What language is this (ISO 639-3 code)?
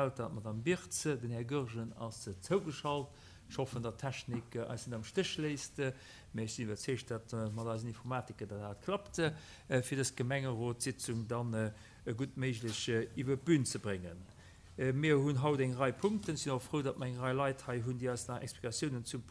ltz